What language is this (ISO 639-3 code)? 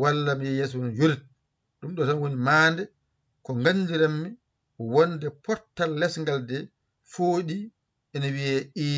ful